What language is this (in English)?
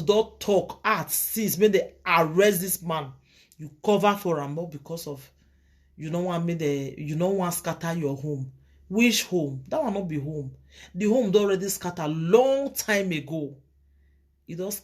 Nigerian Pidgin